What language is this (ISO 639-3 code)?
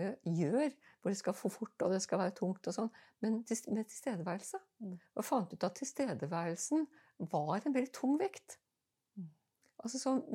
nor